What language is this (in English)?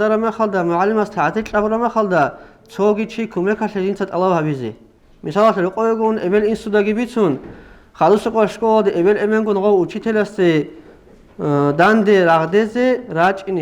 Avaric